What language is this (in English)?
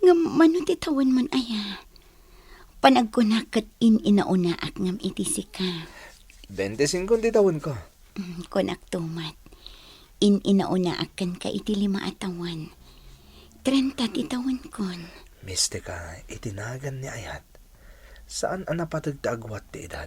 Iloko